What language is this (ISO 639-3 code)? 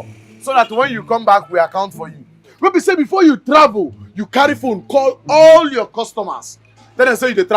pcm